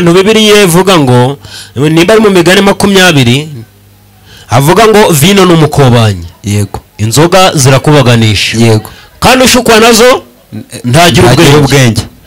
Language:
Kinyarwanda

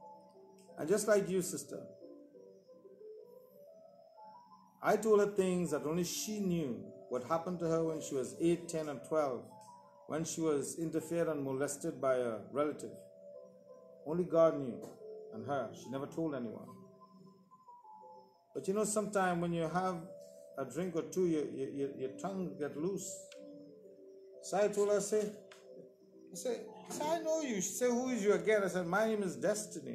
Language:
English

